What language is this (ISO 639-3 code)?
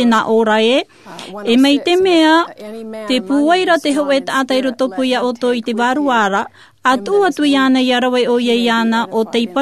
tah